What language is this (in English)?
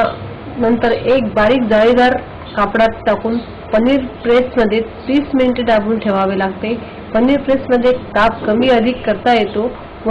Marathi